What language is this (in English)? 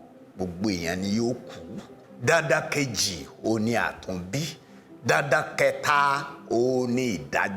Yoruba